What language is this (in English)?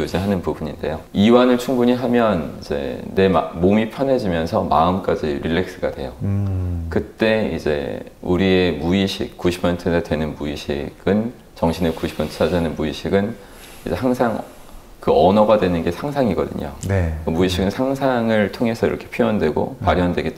Korean